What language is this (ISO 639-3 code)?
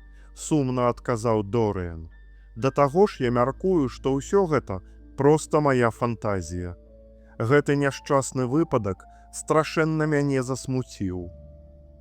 bel